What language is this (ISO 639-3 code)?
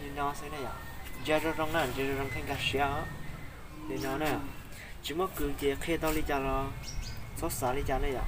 hmn